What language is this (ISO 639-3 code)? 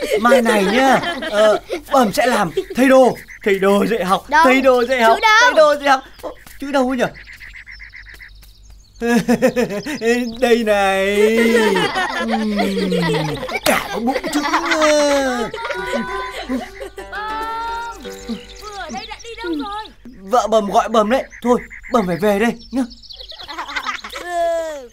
vie